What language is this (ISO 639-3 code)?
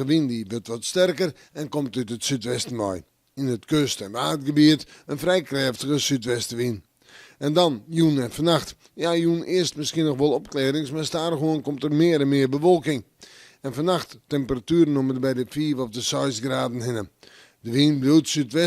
fry